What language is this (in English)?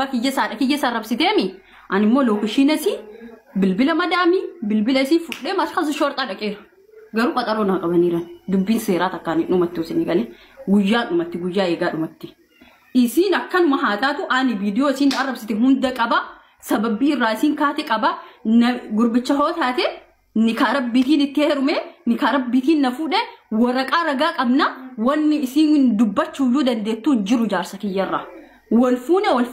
Oromo